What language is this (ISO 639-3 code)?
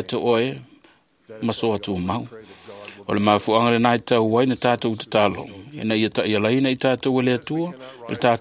smo